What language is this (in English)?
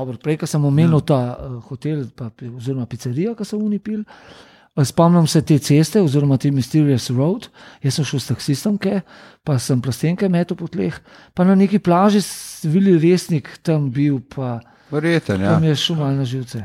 Slovenian